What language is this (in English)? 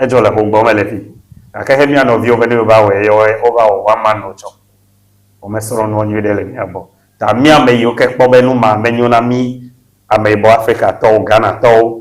Ewe